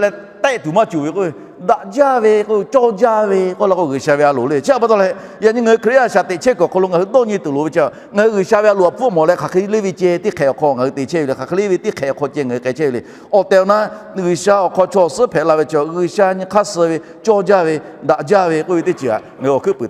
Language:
Lahu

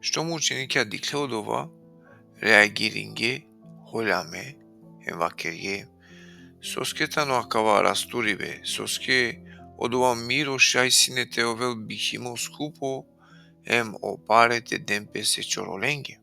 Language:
Balkan Romani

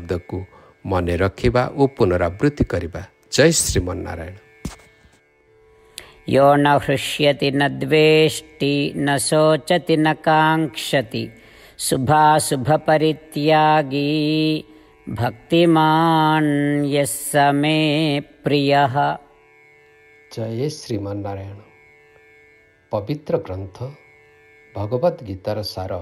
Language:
Odia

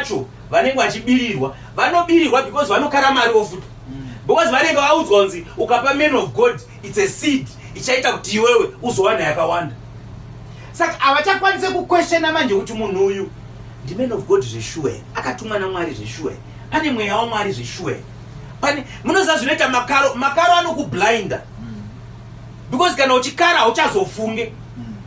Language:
Shona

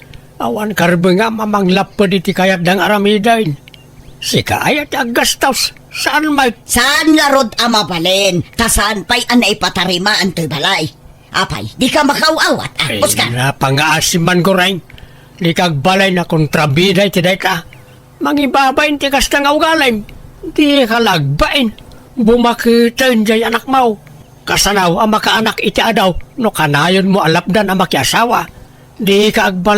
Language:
Iloko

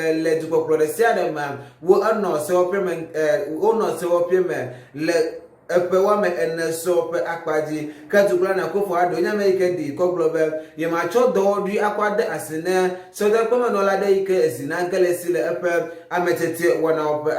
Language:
Ewe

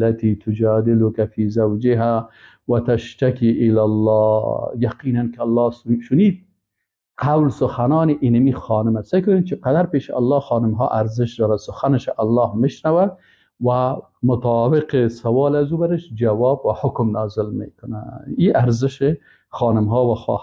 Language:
Persian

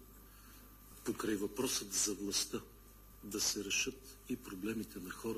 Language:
Bulgarian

